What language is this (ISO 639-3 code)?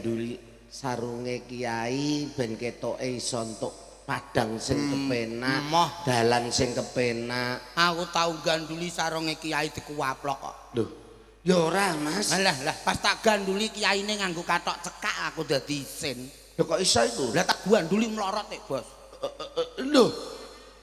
jav